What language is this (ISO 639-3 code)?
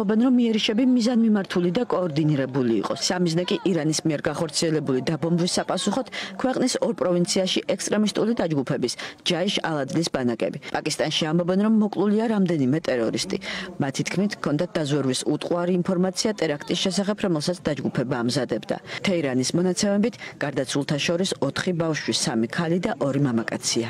kat